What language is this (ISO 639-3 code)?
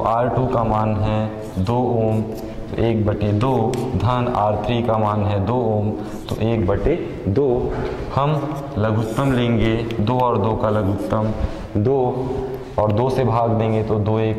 hin